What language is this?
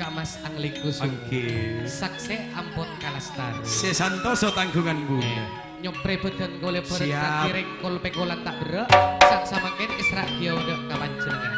Madurese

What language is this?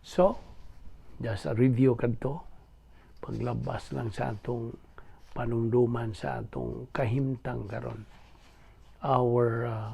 Cebuano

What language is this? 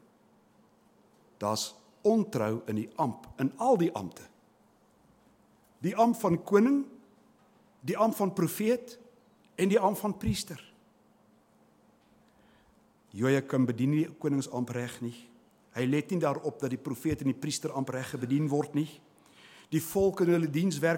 Afrikaans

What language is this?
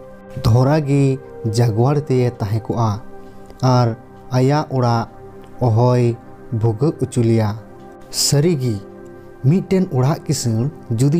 Santali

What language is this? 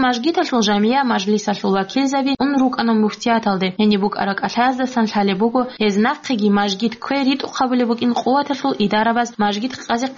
Avaric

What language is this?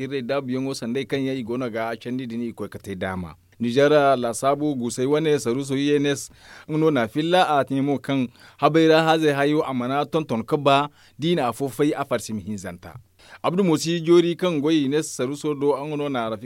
Zarma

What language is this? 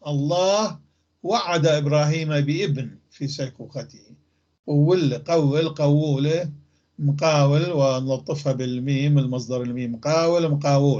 North Levantine Arabic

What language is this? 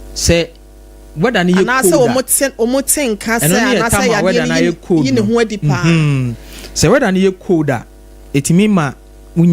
Akan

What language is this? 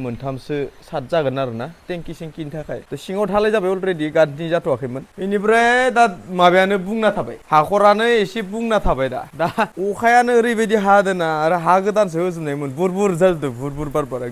Bodo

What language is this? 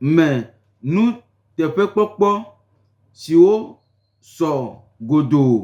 Gen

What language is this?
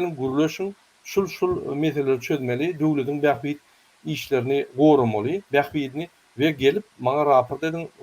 Turkmen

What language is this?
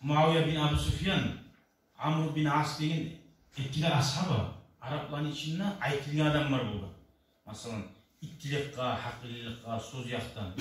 Kumyk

